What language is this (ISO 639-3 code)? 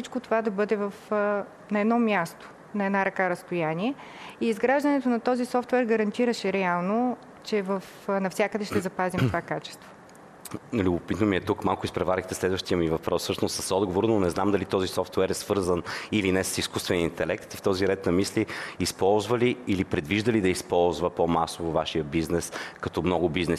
bul